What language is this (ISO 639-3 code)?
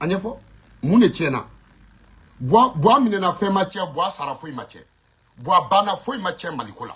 bam